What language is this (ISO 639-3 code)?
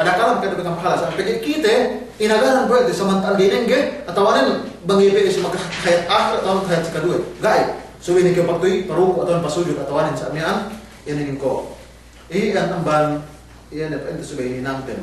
yka